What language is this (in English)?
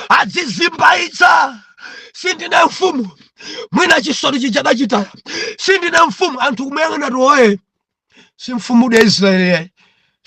Nyanja